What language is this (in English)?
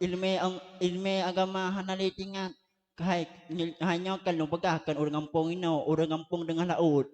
Achinese